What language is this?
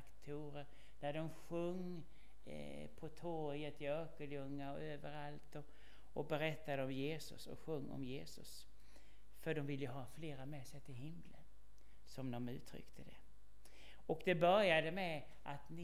Swedish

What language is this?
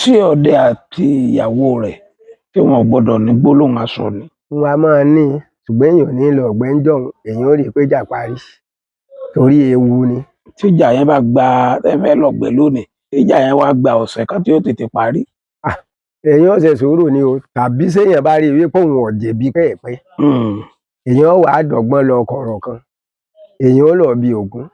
Yoruba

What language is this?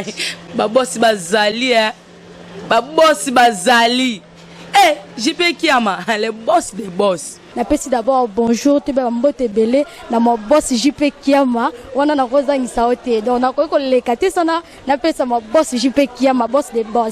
Lingala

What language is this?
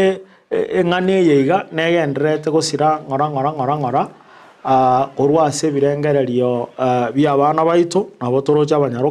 Gusii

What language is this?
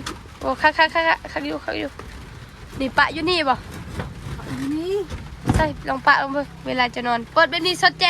Northeastern Thai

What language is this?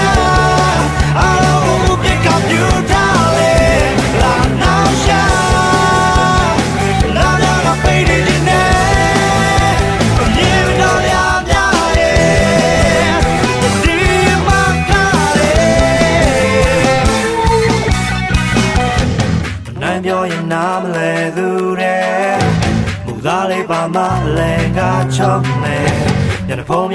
Burmese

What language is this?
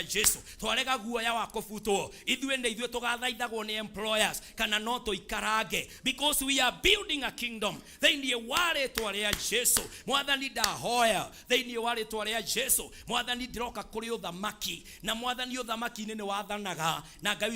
Kikuyu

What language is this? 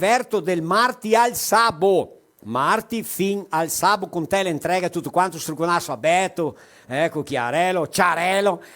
Venetian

